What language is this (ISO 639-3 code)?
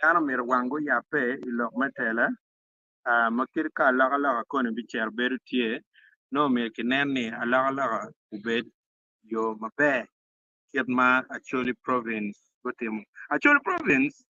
ach